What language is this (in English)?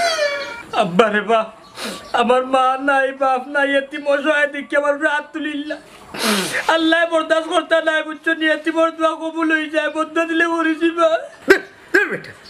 Sylheti